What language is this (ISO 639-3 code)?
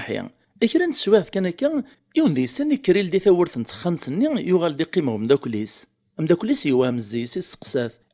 kab